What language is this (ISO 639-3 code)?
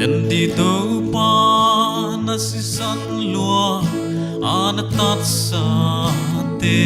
pck